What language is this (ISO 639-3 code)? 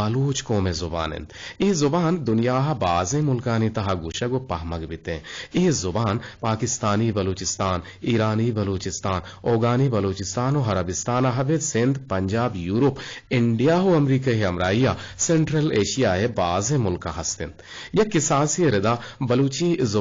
bgp